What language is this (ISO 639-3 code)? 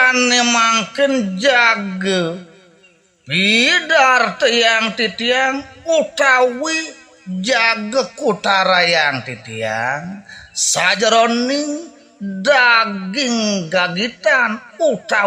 ban